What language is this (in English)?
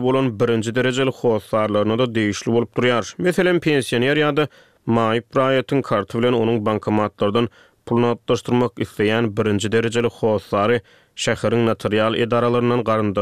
Turkmen